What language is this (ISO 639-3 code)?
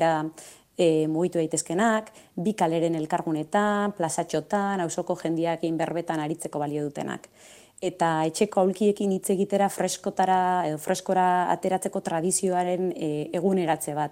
eus